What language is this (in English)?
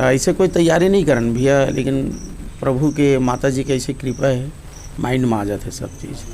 Chhattisgarhi